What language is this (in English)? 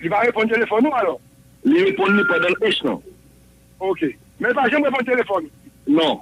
Haitian Creole